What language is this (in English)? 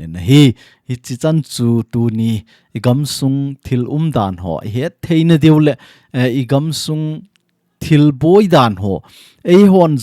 Thado Chin